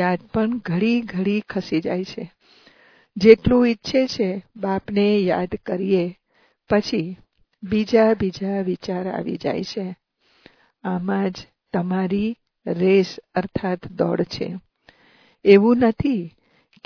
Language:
Gujarati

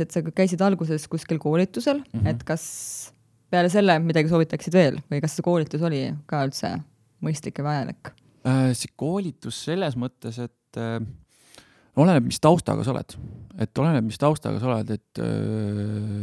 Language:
Estonian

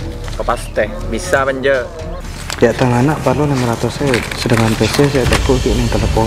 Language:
Madurese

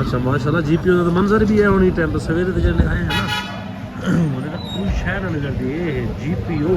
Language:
Saraiki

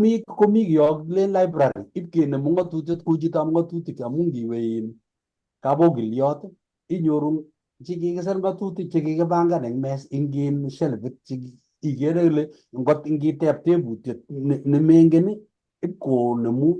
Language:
Kalenjin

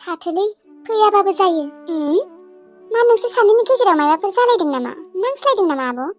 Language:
Bodo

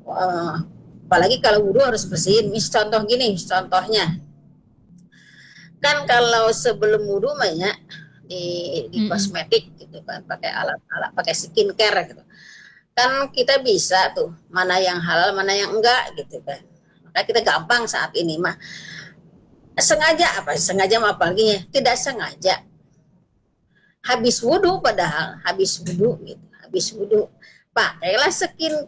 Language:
Indonesian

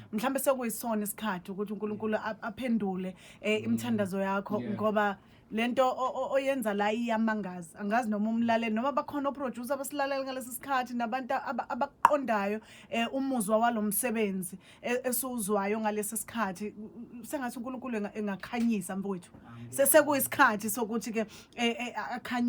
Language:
Zulu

